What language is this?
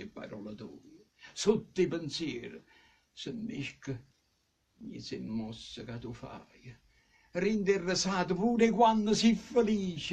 Neapolitan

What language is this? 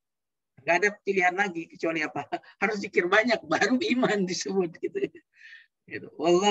Indonesian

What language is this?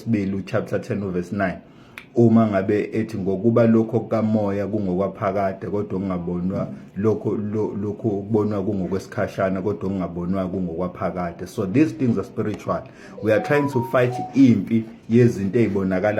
Zulu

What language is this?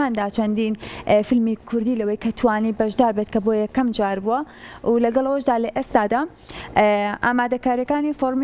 Central Kurdish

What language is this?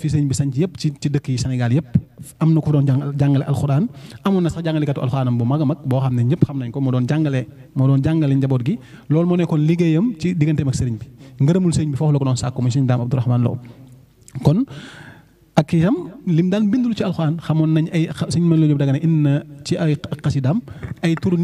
Wolof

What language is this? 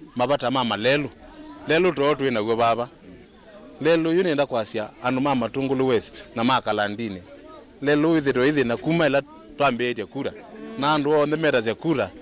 Kamba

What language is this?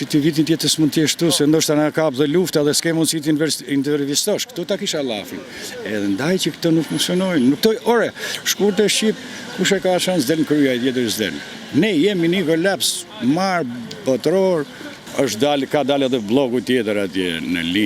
Albanian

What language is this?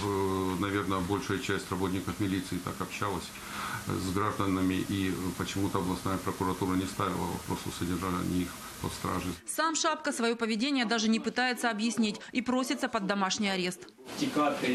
Russian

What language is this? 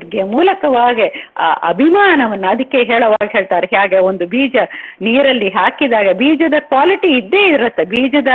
Kannada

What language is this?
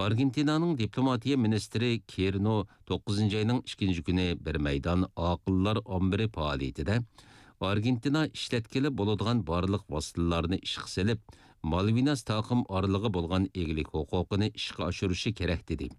Uyghur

